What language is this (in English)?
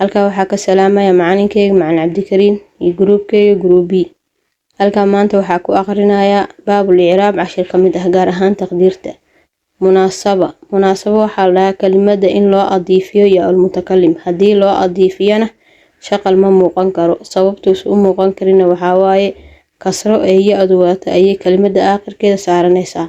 Somali